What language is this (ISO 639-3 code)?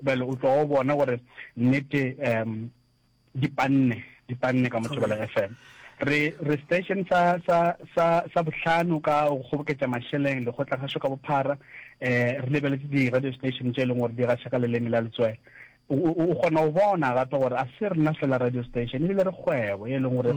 nso